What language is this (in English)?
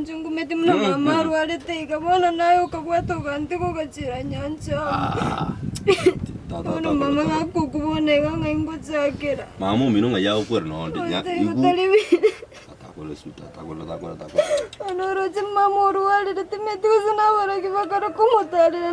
Gusii